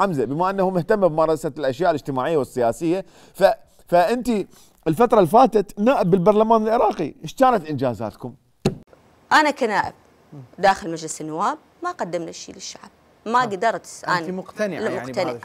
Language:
Mesopotamian Arabic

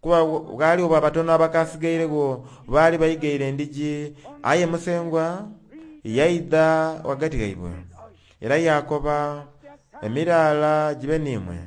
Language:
Soga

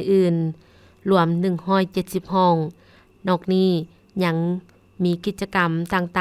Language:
Lao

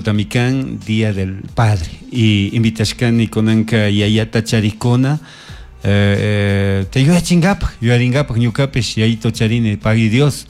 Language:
Chimborazo Highland Quichua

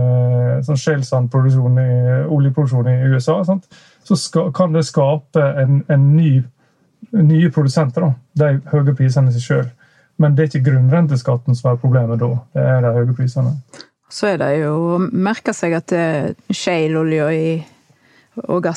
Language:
Norwegian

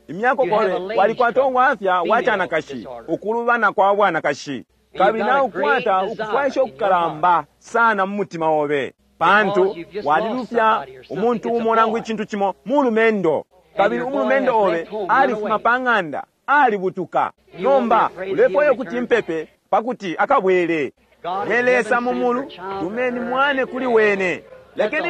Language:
Bemba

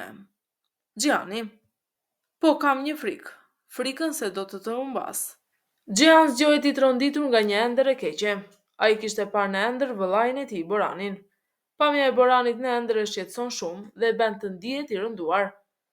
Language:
Albanian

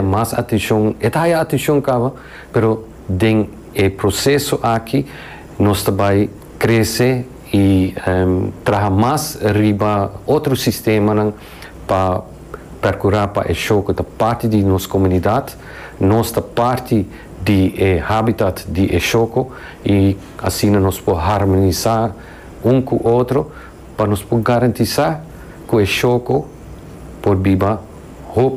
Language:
Papiamento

